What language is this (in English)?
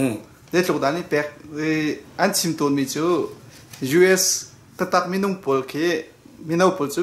Hakha Chin